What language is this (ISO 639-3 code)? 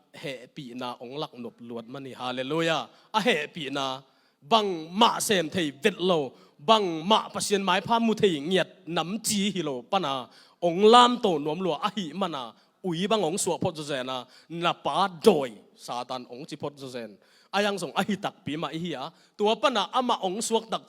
ctd